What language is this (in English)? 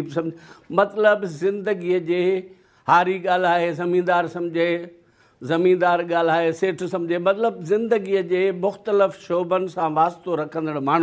Sindhi